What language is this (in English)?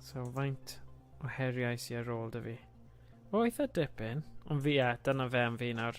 Welsh